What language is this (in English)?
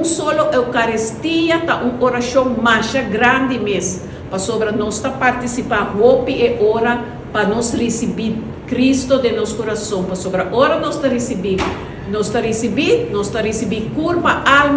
Papiamento